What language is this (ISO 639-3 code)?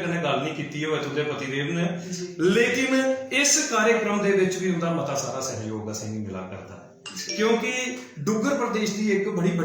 doi